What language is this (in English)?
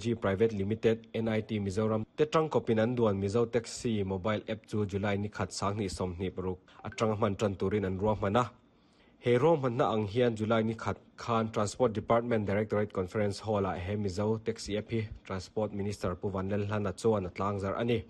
Mizo